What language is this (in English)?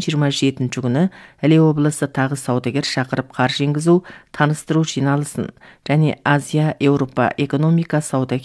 Kazakh